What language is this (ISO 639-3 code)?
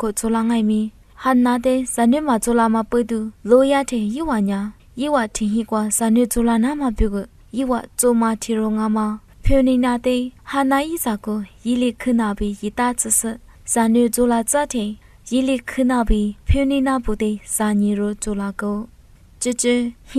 lis